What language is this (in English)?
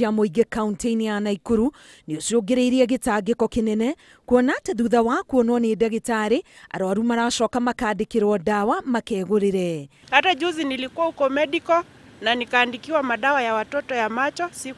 Kikuyu